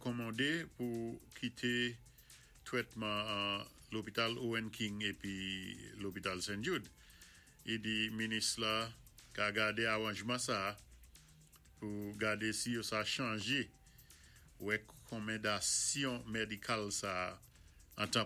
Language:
Saint Lucian Creole French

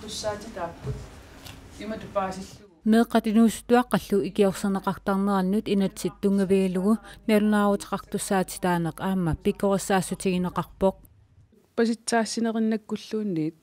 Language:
Kalaallisut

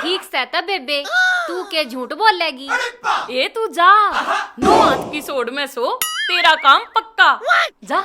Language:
Haryanvi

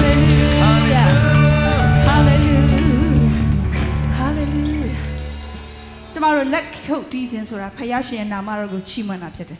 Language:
Burmese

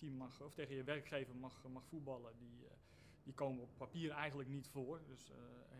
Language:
Dutch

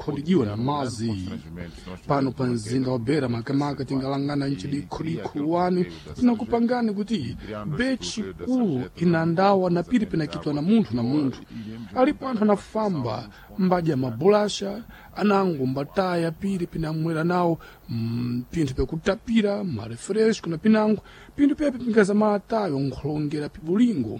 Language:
Sena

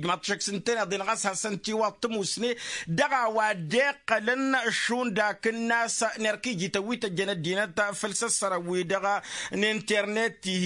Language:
Tamasheq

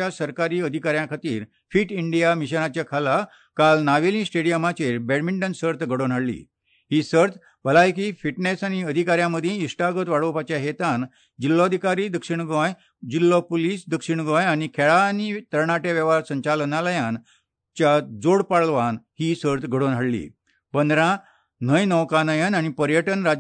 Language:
Konkani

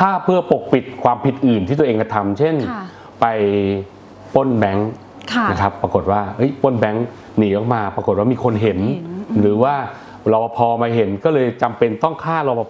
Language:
Thai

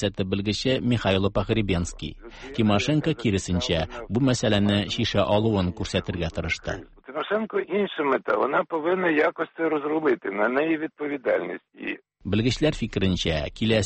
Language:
Tatar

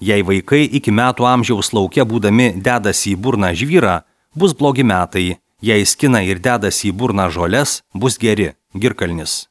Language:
Lithuanian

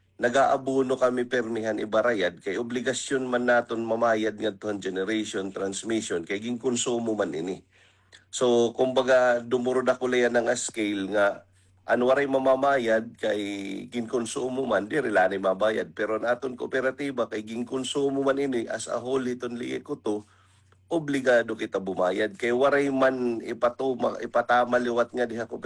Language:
Waray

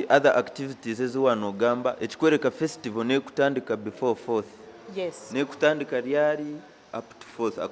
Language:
Nyankole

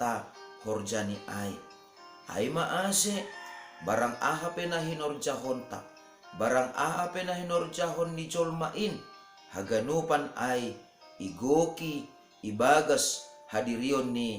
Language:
Batak Simalungun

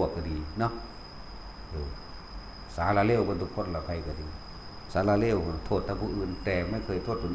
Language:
Northeastern Thai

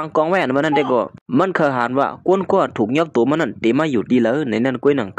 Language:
Shan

